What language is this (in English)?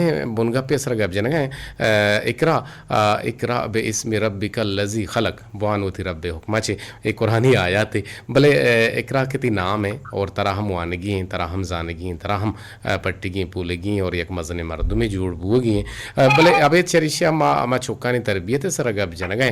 Eastern Balochi